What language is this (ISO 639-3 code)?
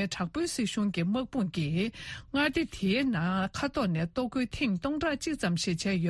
bod